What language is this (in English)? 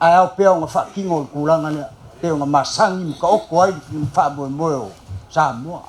Samoan